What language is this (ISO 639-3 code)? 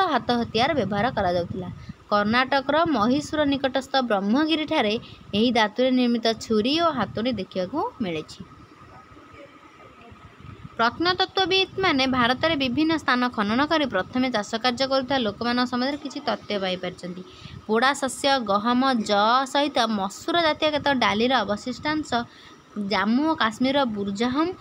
ori